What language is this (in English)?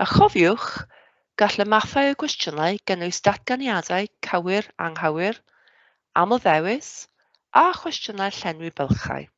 Welsh